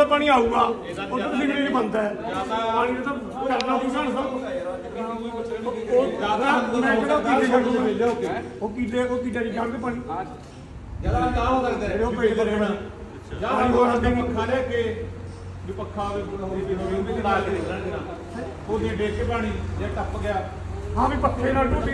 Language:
Punjabi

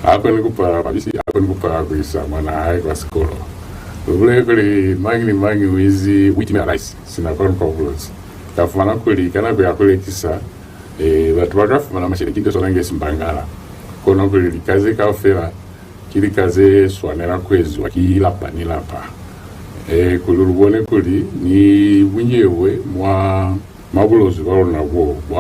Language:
Lozi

